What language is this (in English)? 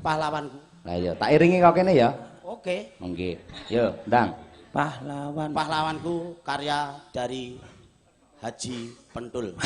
Javanese